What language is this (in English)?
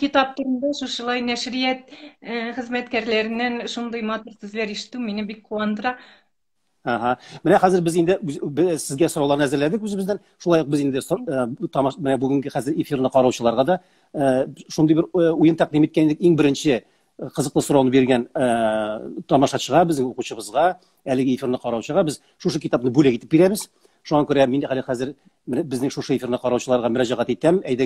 Tatar